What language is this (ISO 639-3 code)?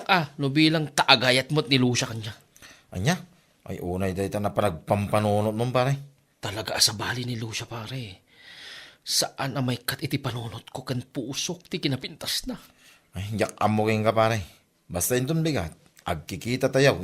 ilo